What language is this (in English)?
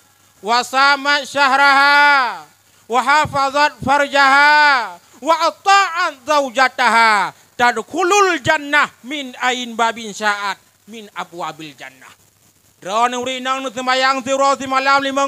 Achinese